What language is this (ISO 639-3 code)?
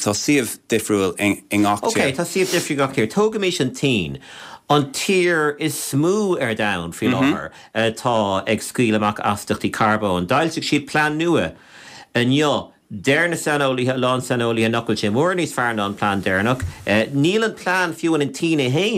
gle